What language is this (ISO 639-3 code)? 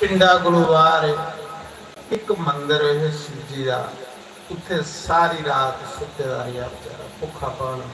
doi